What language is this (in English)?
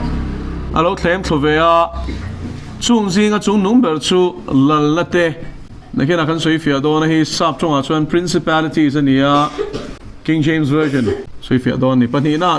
Mizo